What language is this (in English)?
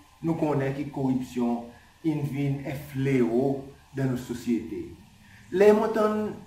Seselwa Creole French